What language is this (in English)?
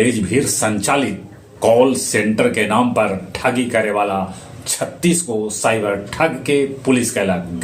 Magahi